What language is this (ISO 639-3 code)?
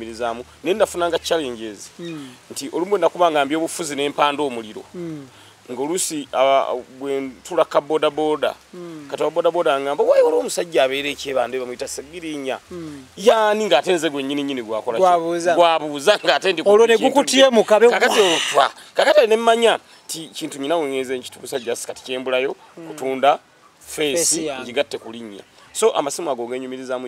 lug